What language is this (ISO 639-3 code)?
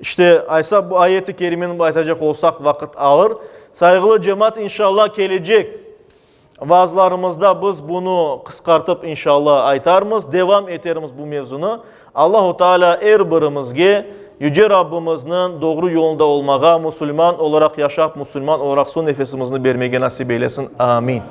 crh